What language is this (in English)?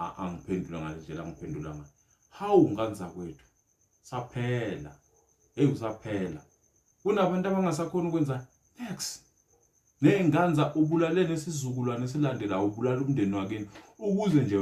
Zulu